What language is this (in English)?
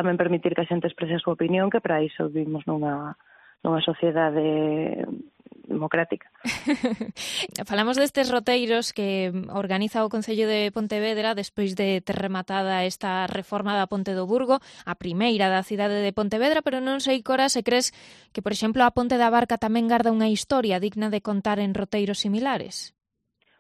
Galician